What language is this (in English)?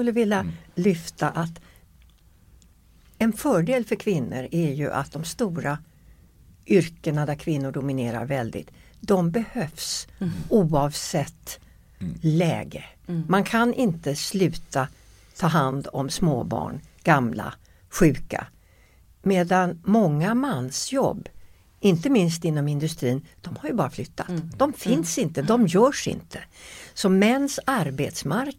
Swedish